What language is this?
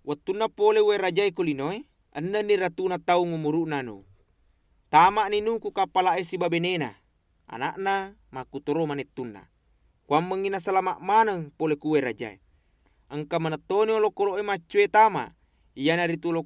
Buginese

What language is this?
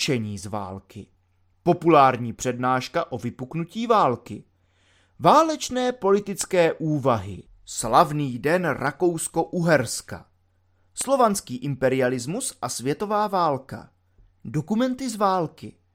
Czech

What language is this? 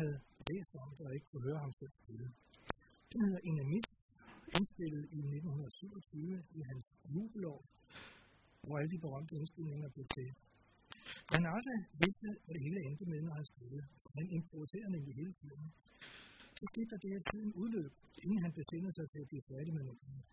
Danish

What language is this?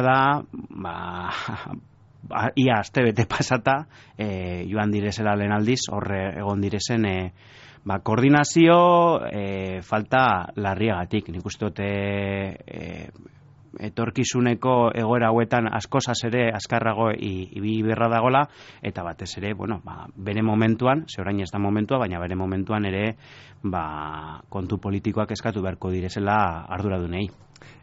Basque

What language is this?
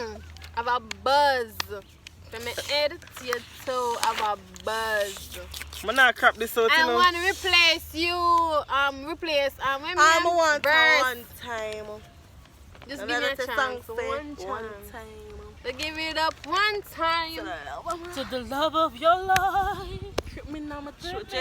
Jamaican Creole English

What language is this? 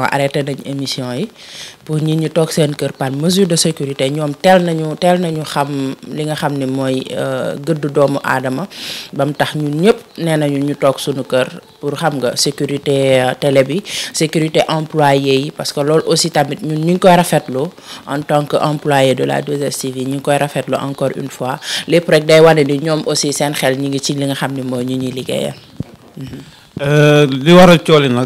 Wolof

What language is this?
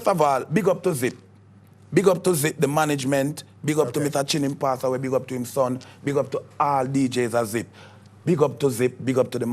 Jamaican Creole English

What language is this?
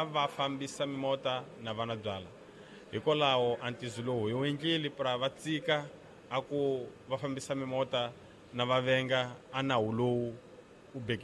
Tsonga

